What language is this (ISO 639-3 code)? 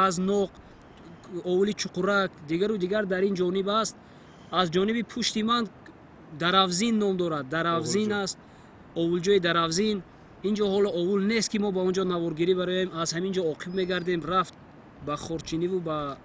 tgk